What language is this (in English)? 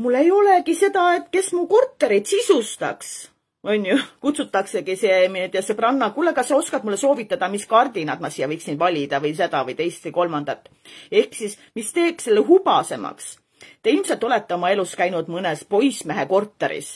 Estonian